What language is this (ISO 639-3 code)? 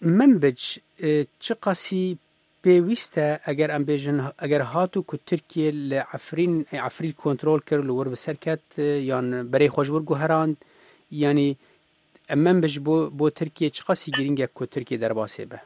kur